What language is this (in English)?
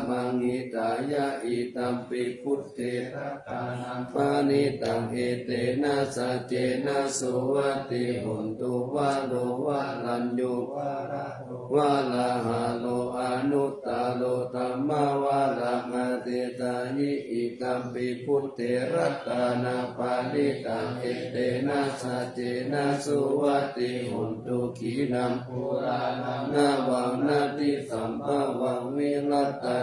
Pali